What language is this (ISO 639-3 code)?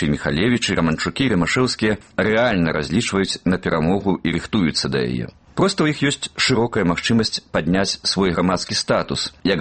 bel